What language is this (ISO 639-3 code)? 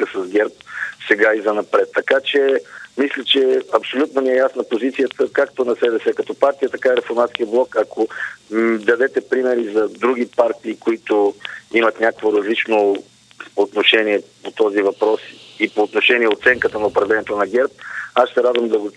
bul